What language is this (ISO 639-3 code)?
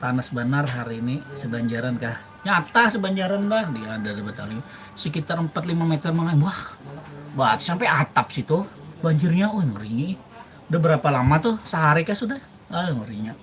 bjn